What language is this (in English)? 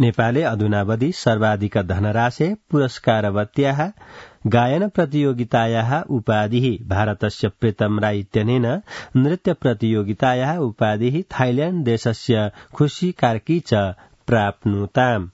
Sanskrit